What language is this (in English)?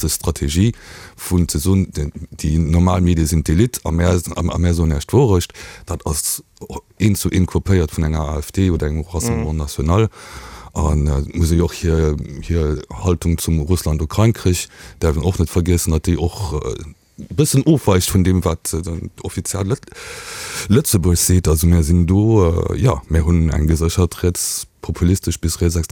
Luxembourgish